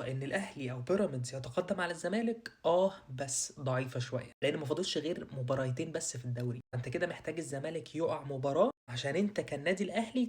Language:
Egyptian Arabic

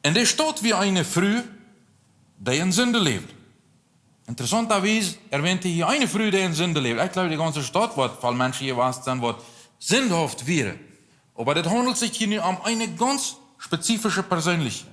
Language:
Plautdietsch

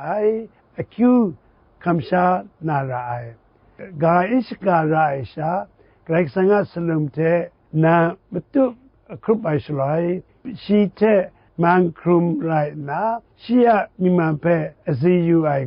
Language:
Kachin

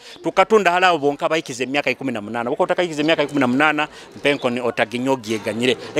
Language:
Nyoro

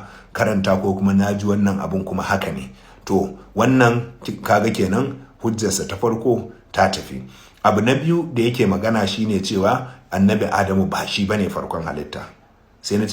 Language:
Hausa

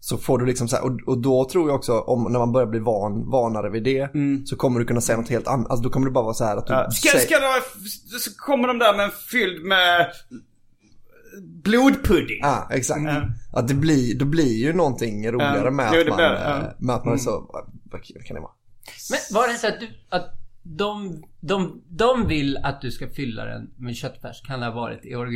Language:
Swedish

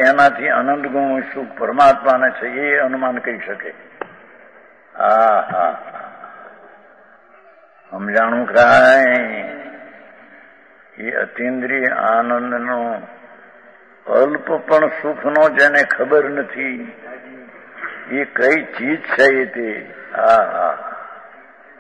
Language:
Gujarati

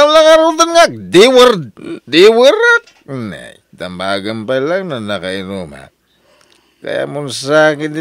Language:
Iloko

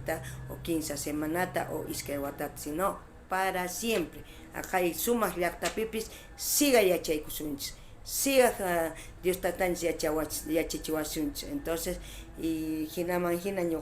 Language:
South Bolivian Quechua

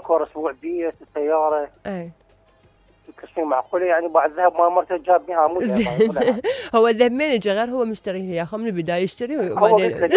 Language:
Mesopotamian Arabic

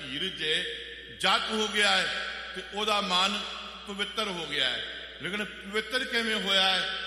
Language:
Punjabi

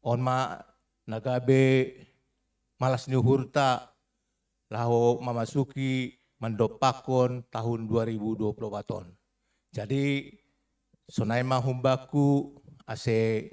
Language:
Batak Simalungun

